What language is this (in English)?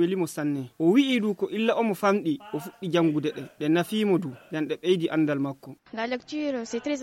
Fula